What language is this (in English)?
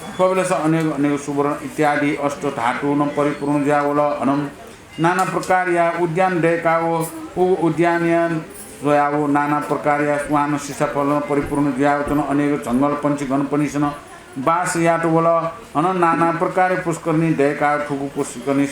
Newari